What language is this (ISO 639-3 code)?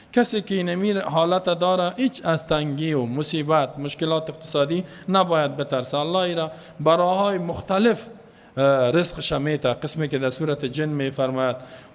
fas